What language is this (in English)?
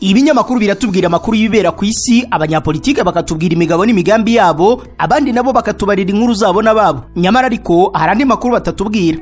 Kinyarwanda